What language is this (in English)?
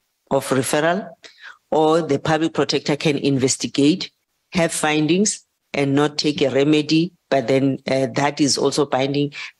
Tsonga